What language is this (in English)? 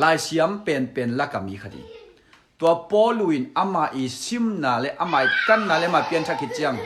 Tedim Chin